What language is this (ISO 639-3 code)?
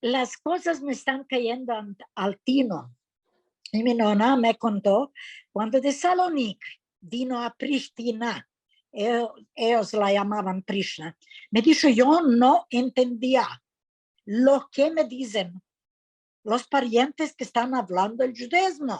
lad